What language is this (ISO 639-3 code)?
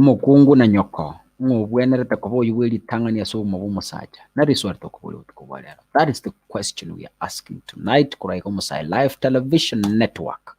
guz